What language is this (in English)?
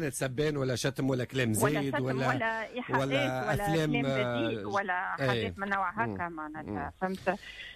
Tunisian Arabic